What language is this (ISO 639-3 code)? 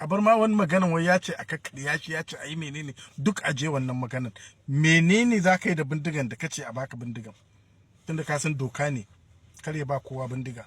hau